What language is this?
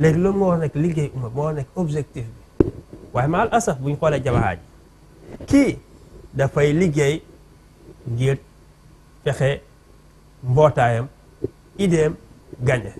Wolof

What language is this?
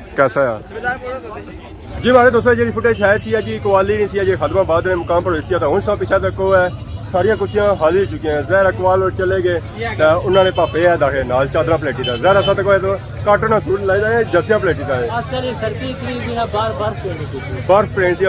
Pahari-Potwari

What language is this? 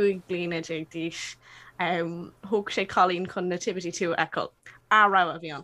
Irish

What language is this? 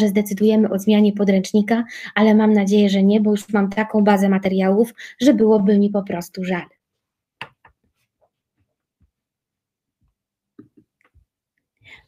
Polish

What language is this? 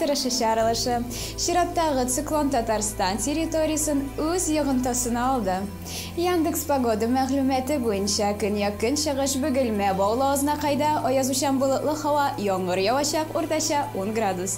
Tatar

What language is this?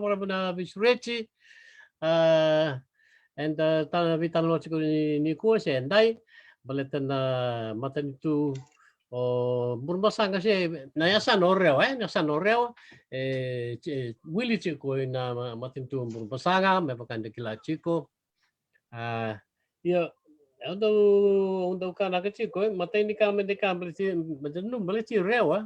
Fijian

